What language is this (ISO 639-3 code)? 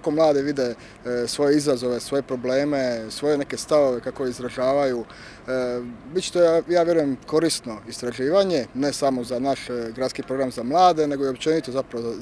hrv